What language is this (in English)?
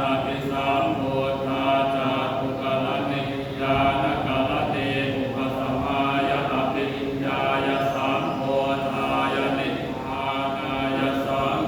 Pali